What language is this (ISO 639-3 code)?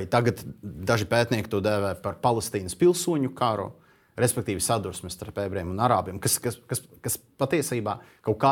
lav